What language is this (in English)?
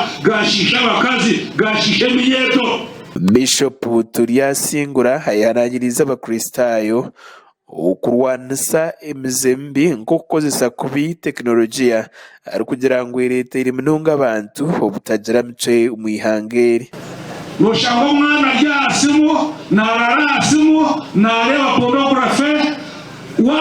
Nyankole